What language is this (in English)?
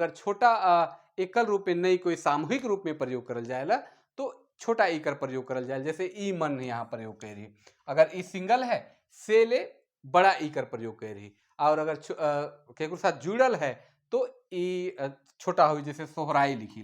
Sadri